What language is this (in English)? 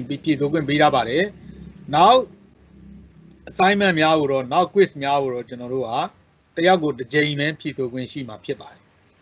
Burmese